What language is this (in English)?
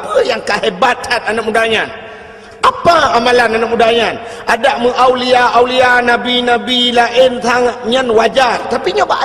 Achinese